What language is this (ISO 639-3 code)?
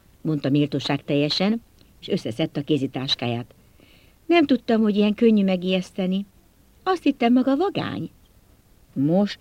hun